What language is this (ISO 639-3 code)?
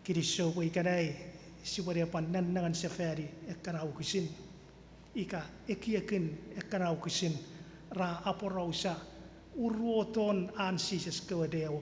chk